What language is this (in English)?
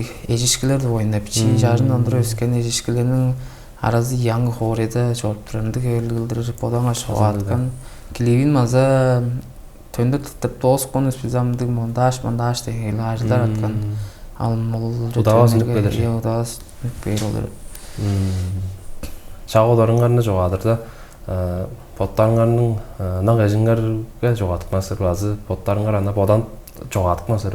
Tuvinian